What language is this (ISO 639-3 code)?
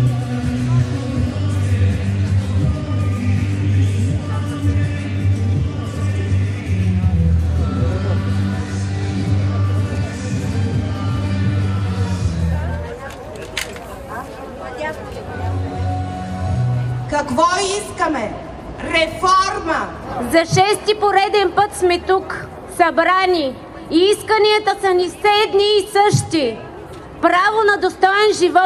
bul